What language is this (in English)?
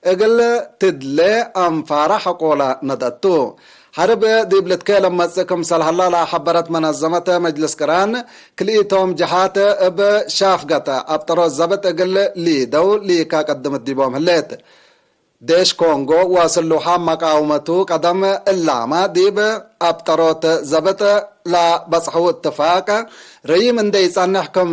Tigre